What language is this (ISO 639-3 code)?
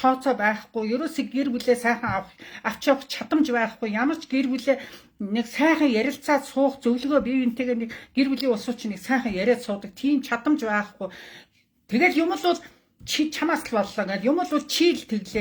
mon